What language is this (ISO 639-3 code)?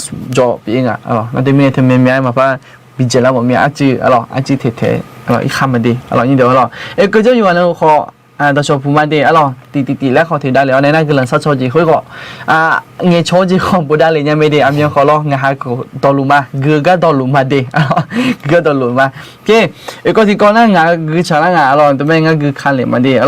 ahk